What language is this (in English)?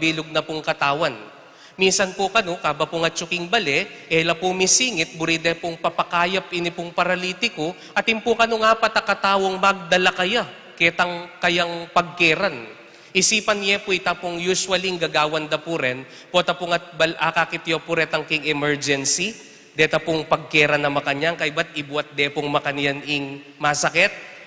Pampanga